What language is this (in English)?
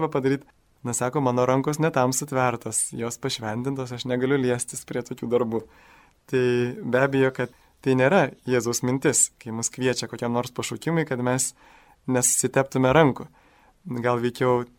Lithuanian